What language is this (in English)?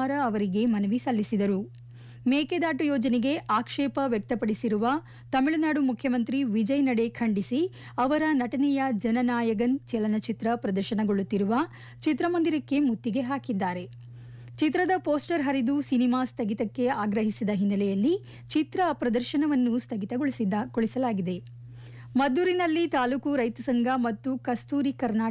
Kannada